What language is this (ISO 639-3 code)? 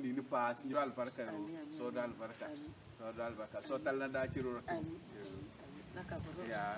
kdh